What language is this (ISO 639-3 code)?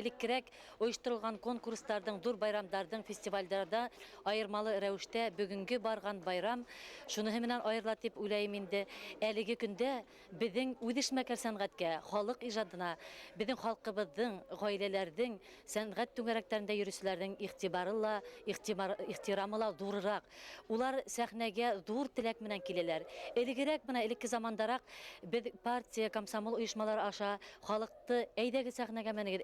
bak